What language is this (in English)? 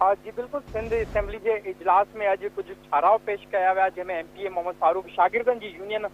Sindhi